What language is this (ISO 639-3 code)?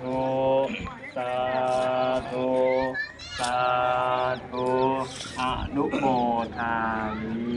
lao